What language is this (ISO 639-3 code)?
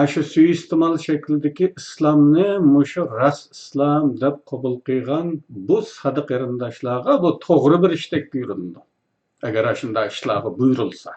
uig